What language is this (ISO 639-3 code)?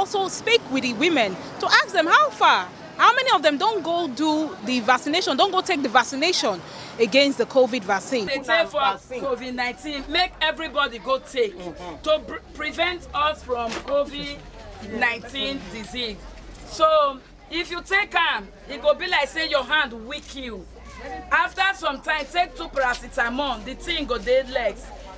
pcm